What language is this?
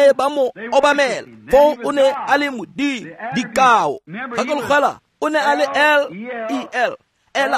Tswana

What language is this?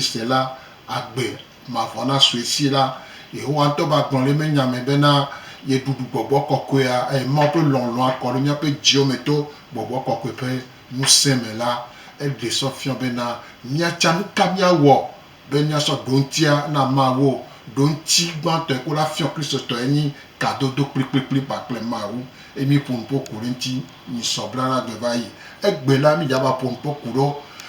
Gen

